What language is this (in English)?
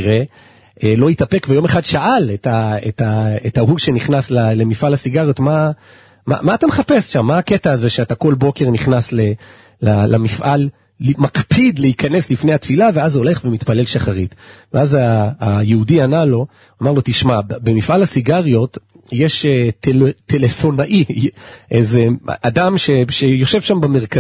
Hebrew